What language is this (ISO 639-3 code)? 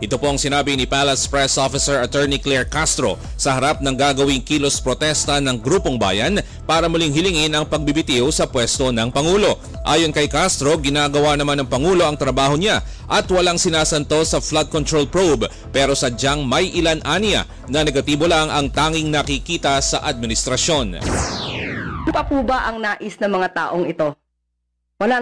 fil